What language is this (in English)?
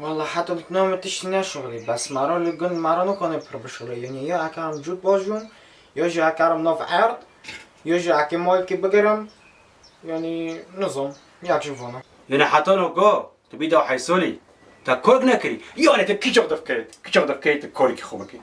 Kurdish